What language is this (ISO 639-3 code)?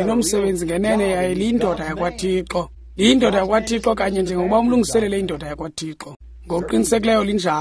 xho